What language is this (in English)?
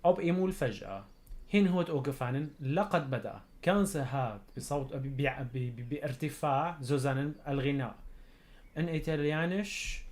North Levantine Arabic